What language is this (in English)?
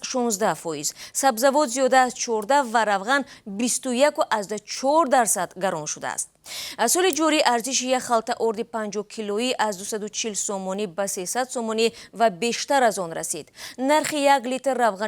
Tajik